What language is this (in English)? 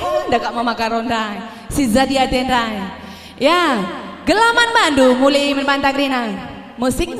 Batak Karo